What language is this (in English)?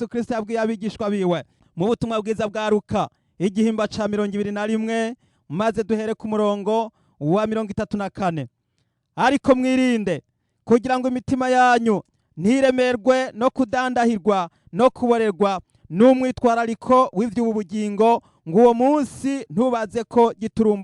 Rundi